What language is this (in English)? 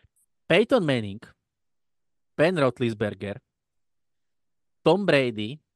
Slovak